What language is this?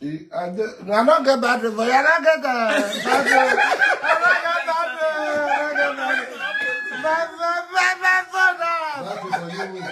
Nigerian Pidgin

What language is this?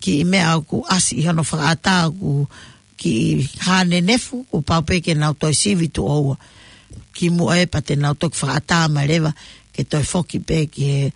Tongan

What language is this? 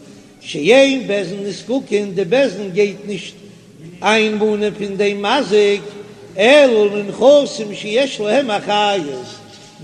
Yiddish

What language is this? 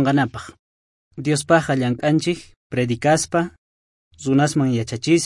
South Bolivian Quechua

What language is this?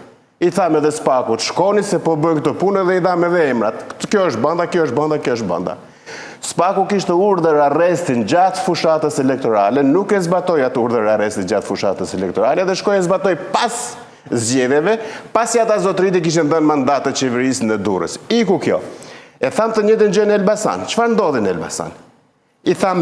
Albanian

